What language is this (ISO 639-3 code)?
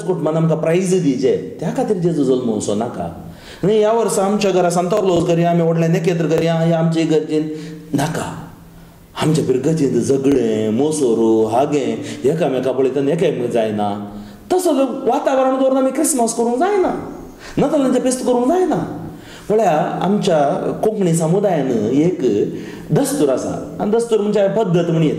kok